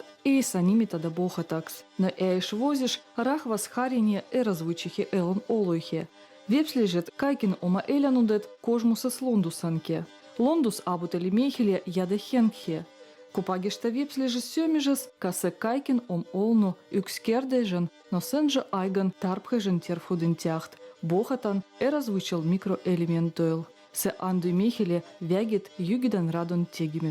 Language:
Veps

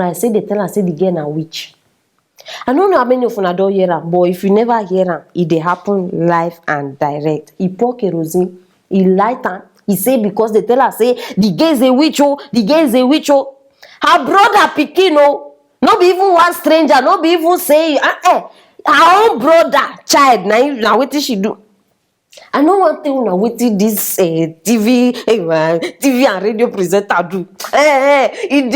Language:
Nigerian Pidgin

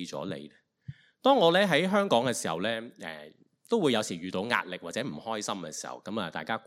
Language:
Cantonese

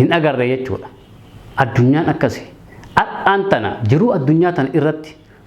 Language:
Oromo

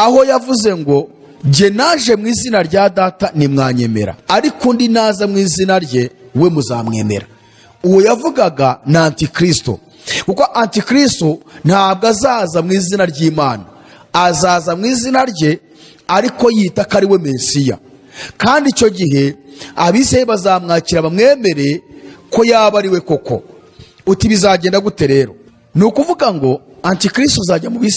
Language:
Kinyarwanda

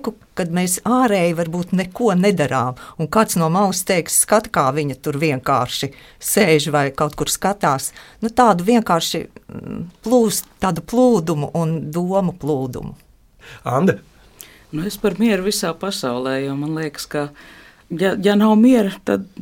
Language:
Latvian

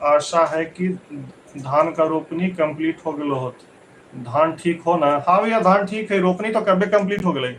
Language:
Magahi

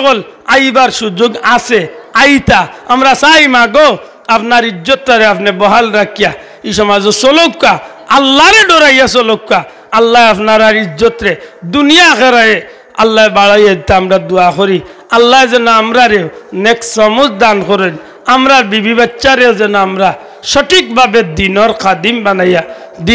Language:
Sylheti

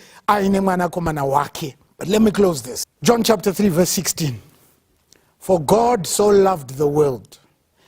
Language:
Shona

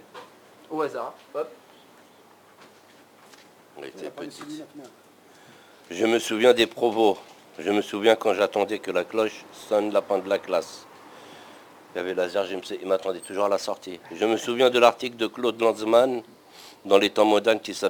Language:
French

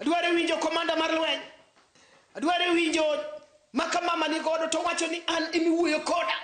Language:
Luo (Kenya and Tanzania)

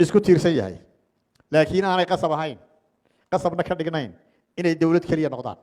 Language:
Somali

